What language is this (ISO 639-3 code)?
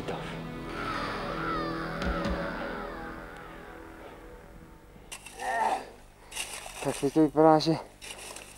ces